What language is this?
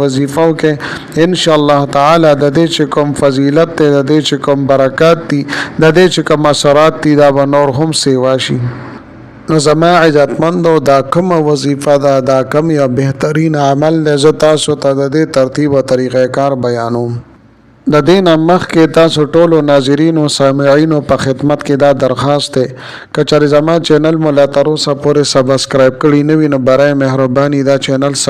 Pashto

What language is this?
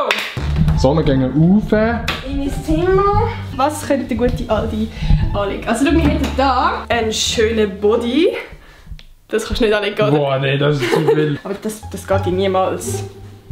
Swiss German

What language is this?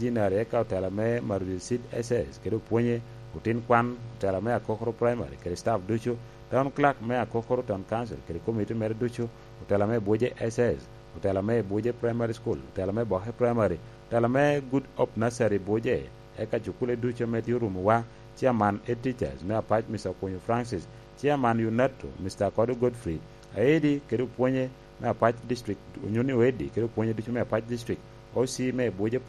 Lango (Uganda)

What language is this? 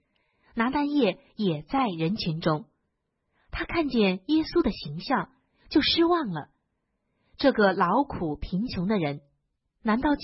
Chinese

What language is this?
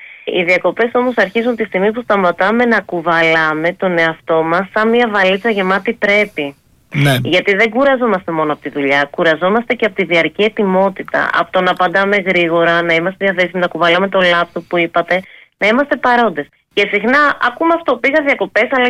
Greek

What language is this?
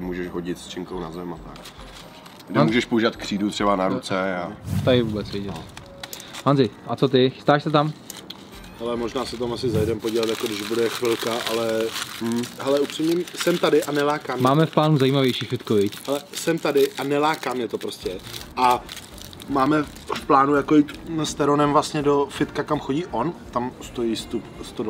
Czech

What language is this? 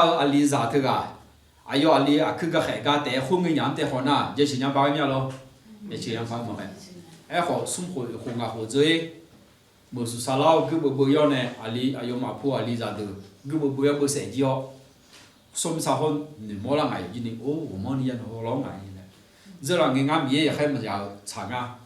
Akha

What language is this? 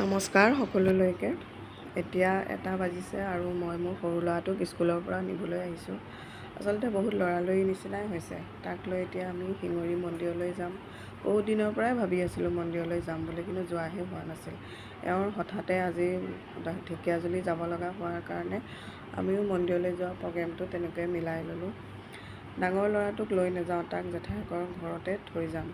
Assamese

